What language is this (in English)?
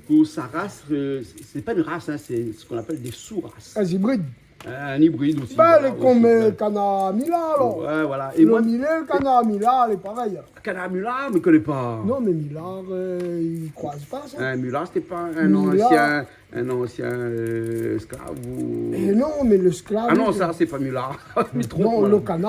Réunion Creole French